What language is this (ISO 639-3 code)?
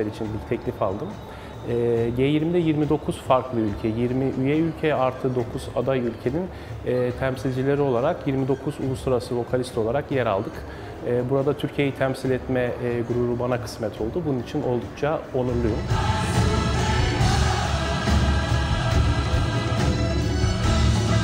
tur